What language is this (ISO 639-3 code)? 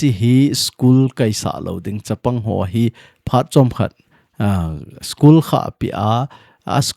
tcz